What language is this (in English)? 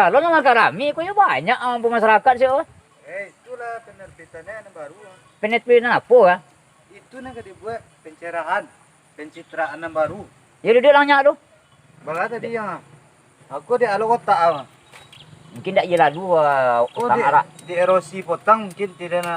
Minangkabau